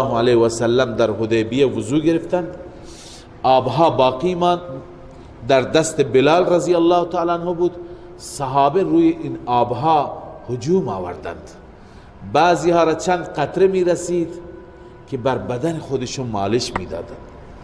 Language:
Persian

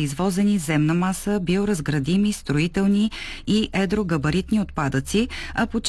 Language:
Bulgarian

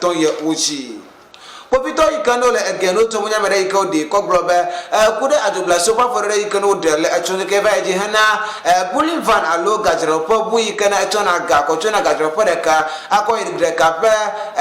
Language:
Ewe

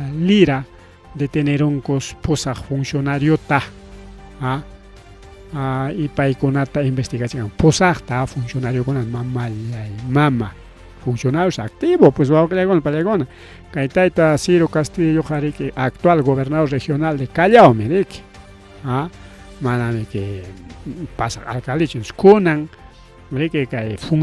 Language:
Ayacucho Quechua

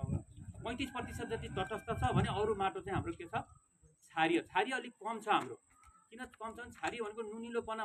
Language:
Nepali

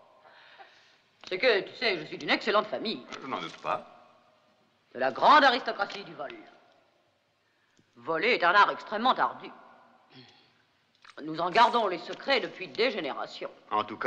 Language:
French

